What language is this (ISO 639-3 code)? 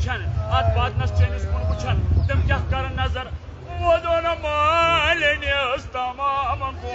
kas